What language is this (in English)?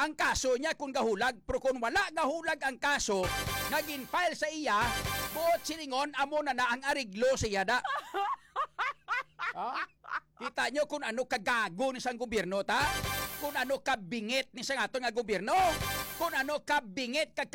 Hiligaynon